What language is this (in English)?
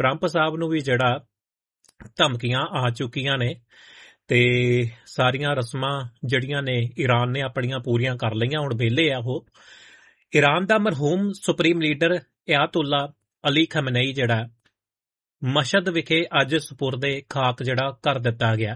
Punjabi